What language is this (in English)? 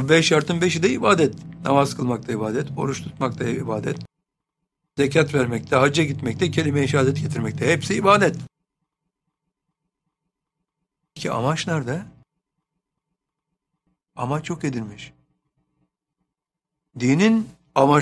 Turkish